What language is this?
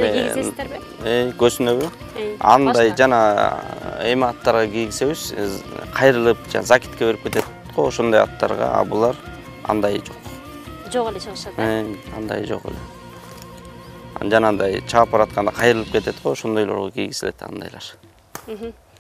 Kyrgyz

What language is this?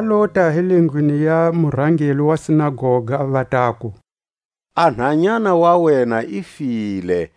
Tswa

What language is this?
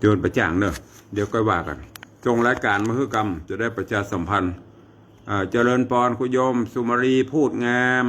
Northern Thai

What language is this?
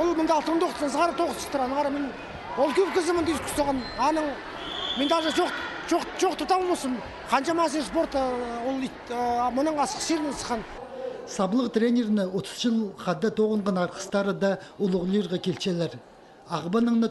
Khakas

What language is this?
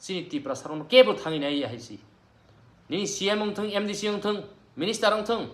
Kok Borok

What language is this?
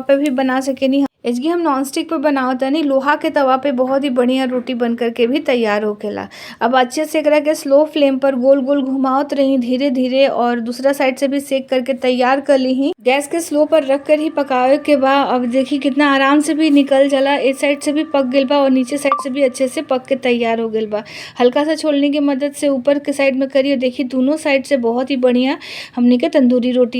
Bhojpuri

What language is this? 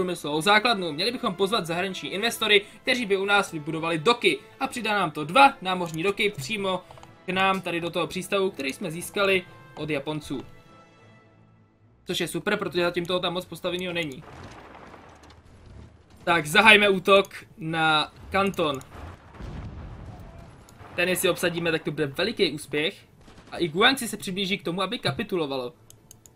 Czech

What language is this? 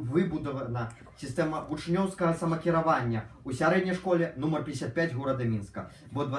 Belarusian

